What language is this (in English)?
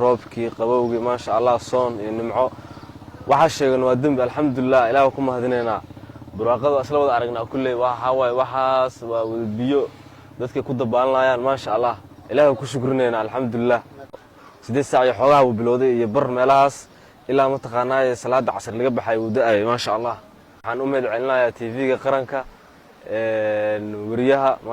Somali